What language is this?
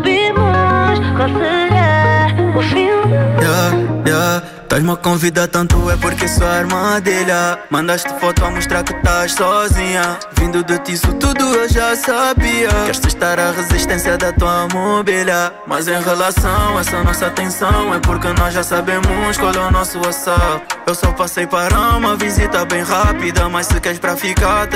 Portuguese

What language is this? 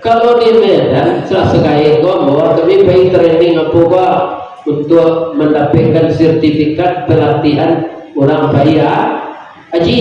Minangkabau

